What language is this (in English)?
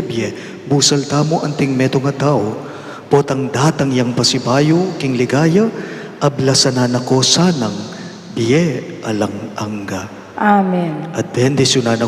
Pampanga